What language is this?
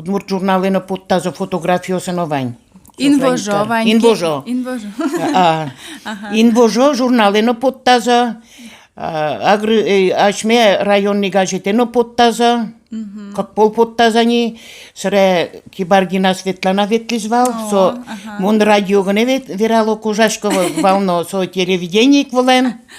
Udmurt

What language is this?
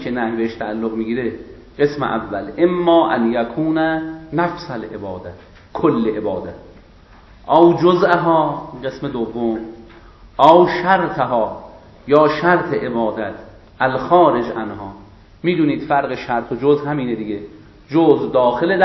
Persian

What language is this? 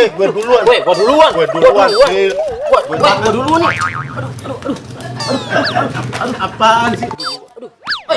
Betawi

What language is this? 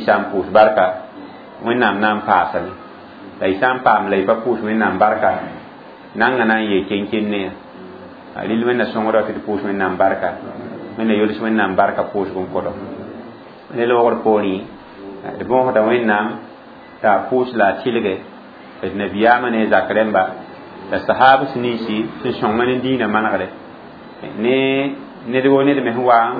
Mossi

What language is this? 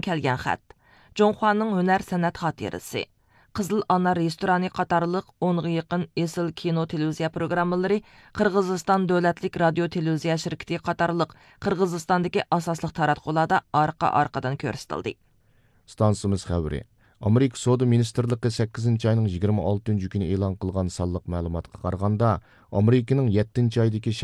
Uyghur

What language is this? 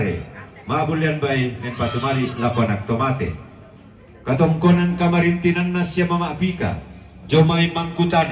Toraja-Sa'dan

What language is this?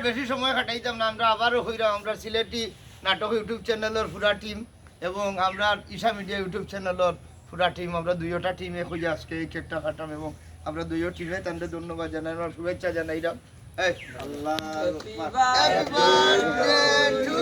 Sylheti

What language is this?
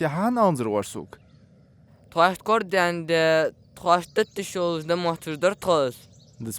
Ingush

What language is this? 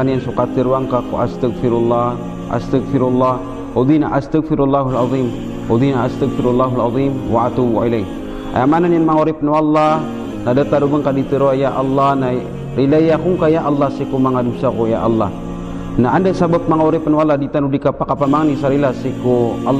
Maranao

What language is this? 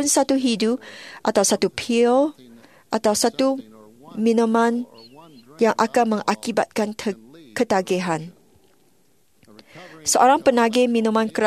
Malay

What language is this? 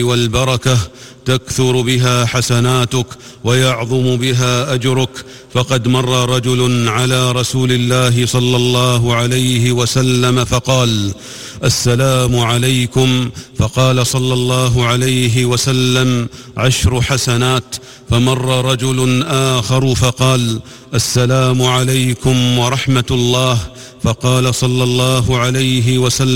Arabic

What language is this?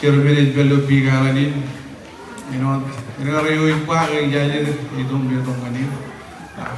Marshallese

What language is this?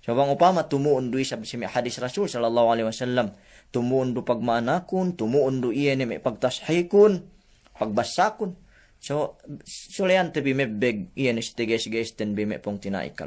Yakan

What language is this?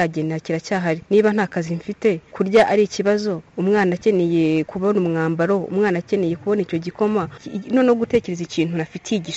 Kinyarwanda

